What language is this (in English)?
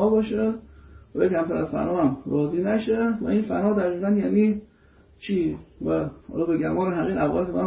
Persian